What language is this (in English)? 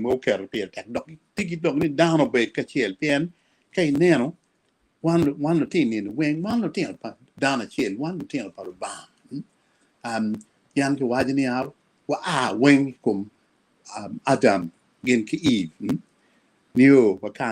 Acoli